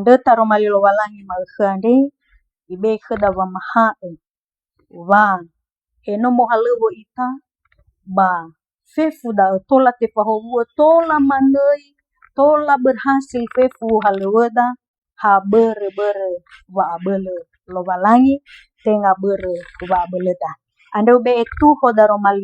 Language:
Nias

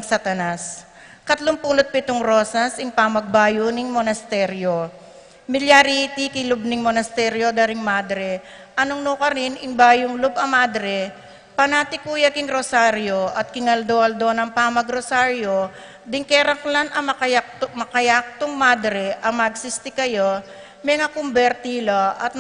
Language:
Pampanga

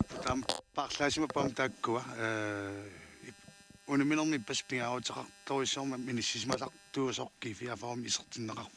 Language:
Kalaallisut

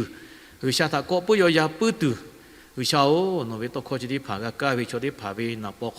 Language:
Lahu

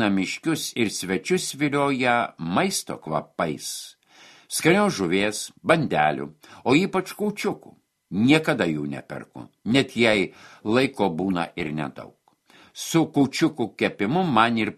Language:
Lithuanian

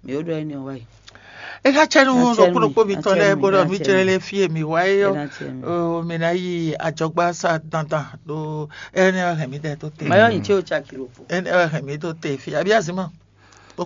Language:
Fon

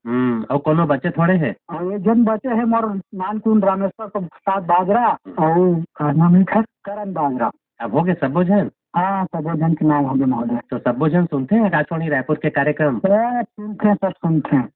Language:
Chhattisgarhi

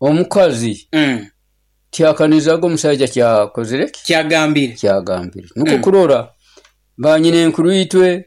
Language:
Nyoro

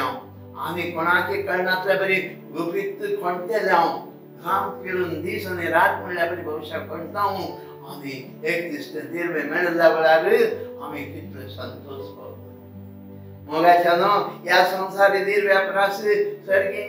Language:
Konkani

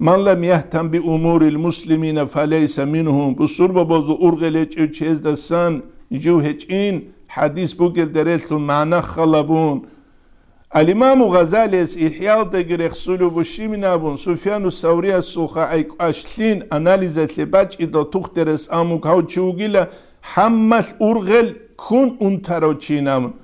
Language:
Avaric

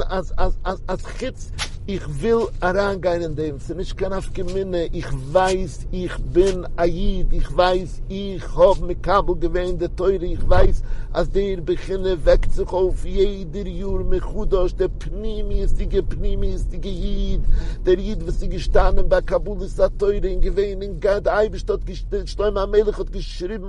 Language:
Yiddish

